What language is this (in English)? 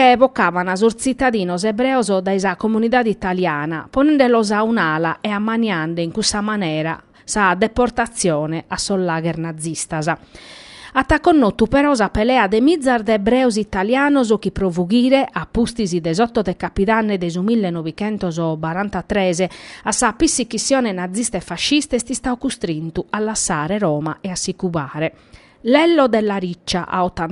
Sardinian